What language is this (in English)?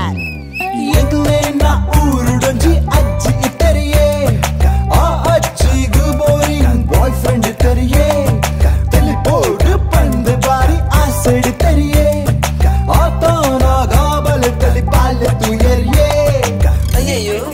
Tulu